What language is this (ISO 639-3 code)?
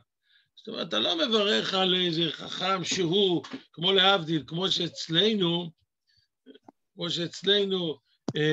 heb